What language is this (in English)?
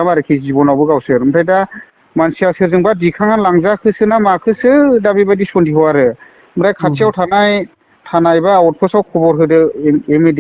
Bodo